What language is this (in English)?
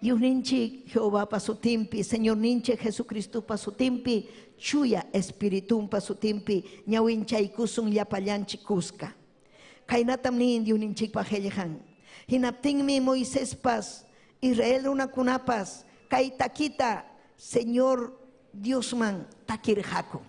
Ayacucho Quechua